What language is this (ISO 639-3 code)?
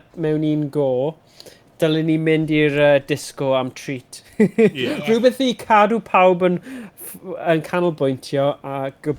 cym